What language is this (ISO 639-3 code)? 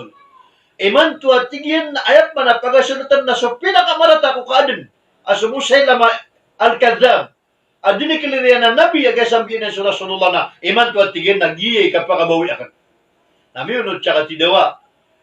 mrw